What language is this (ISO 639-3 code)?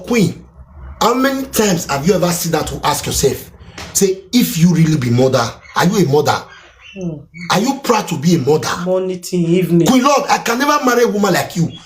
pcm